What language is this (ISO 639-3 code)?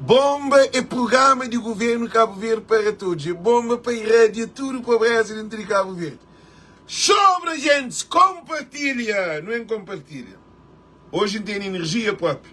kea